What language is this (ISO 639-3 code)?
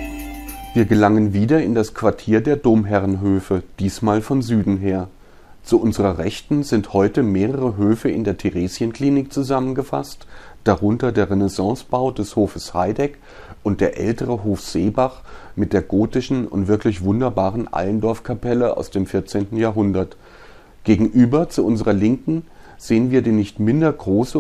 deu